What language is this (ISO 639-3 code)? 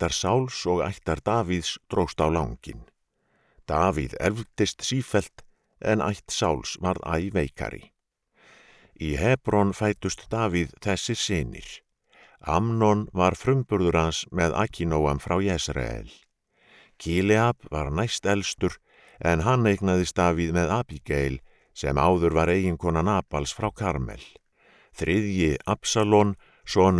isl